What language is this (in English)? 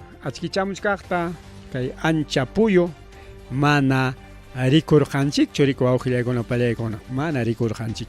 Ayacucho Quechua